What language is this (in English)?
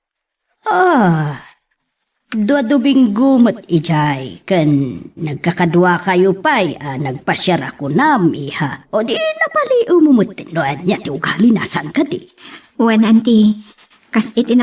Iloko